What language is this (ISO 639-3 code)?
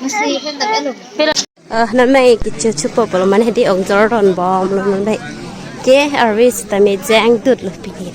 mjw